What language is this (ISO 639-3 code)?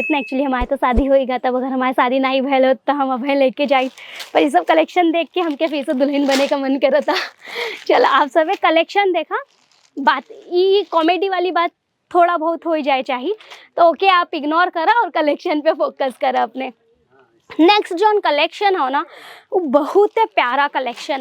bho